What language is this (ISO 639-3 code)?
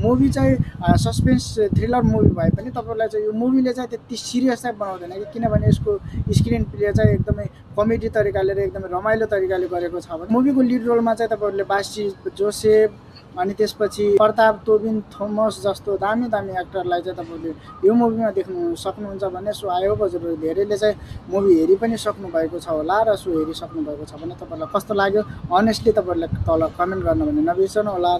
nep